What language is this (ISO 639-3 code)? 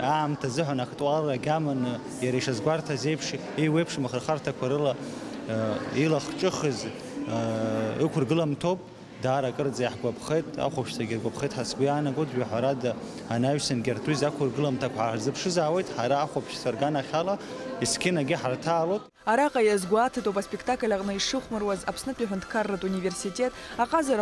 abk